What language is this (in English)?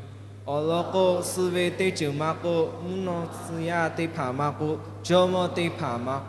Lahu